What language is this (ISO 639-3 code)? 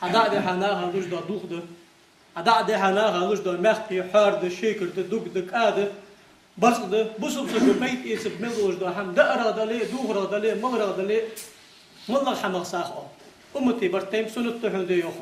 inh